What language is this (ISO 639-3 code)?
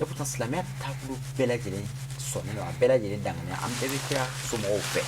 bam